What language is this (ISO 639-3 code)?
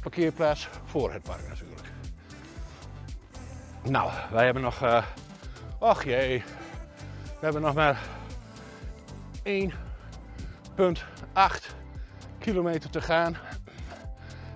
nld